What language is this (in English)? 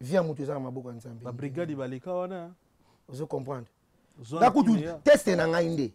Lingala